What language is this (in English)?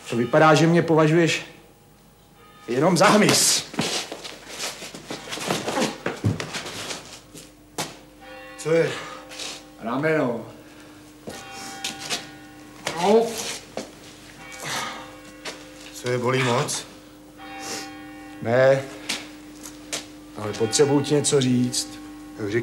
Czech